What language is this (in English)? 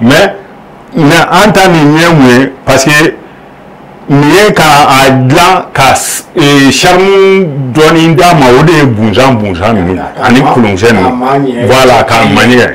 Bambara